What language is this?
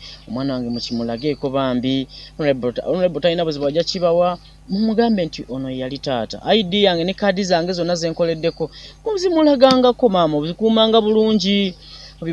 Ganda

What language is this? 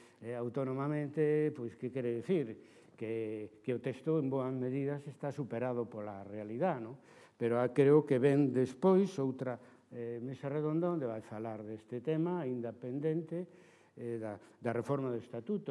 Galician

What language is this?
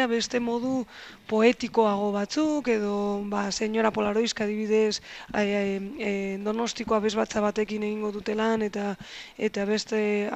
Basque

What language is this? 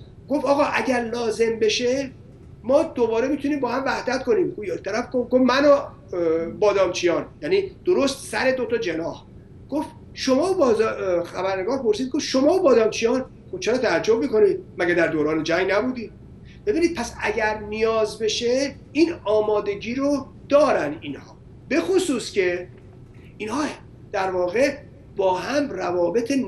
Persian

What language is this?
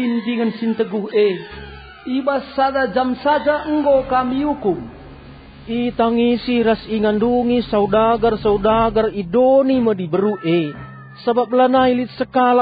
Batak Karo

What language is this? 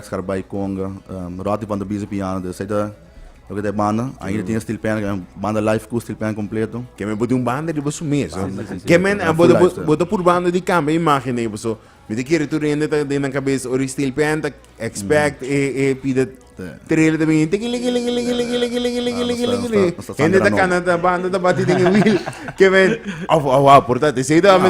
Papiamento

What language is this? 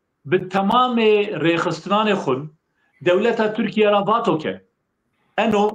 Zaza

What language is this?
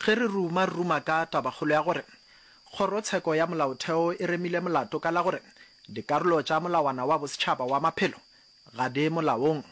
Northern Sotho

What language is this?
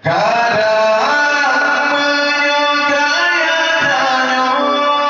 Achinese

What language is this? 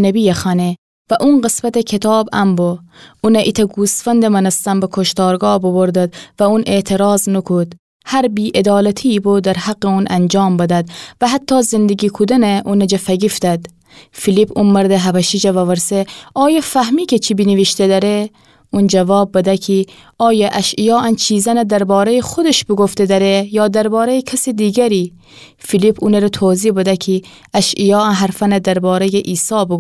Gilaki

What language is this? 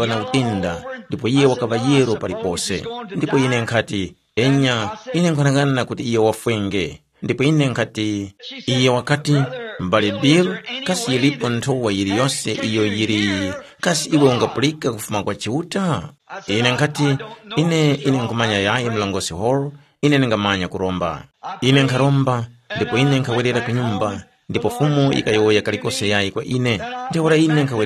Tumbuka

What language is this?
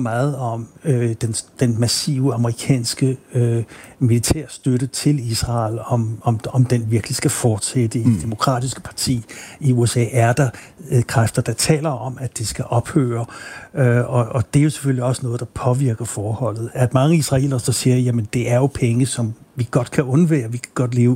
Danish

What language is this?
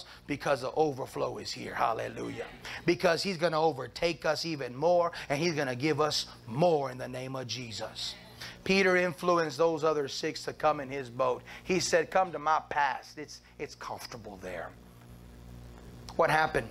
English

